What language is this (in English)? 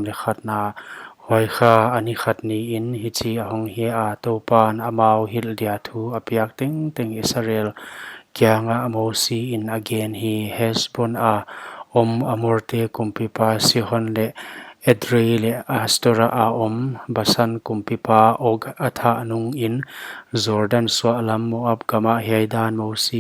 Paite Chin